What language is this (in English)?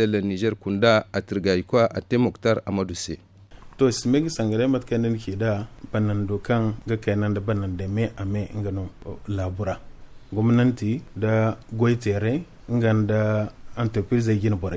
Zarma